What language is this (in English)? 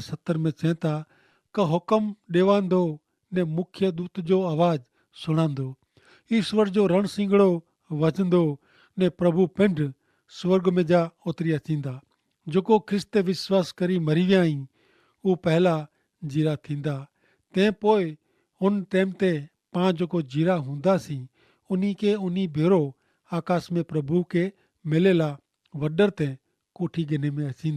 Kachhi